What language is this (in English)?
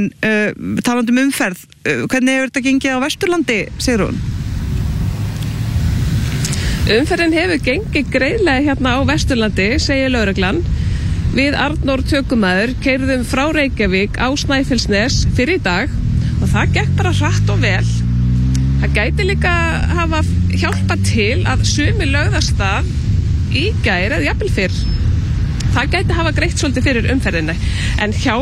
Icelandic